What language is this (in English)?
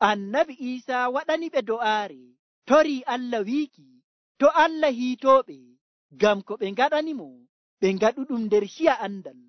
Nigerian Fulfulde